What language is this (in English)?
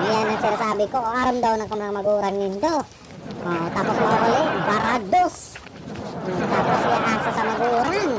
Bikol